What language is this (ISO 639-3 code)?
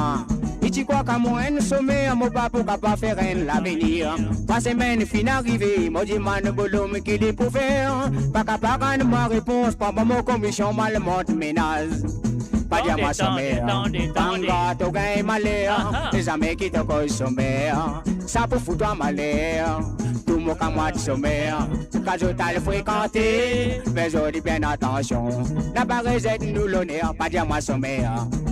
mfe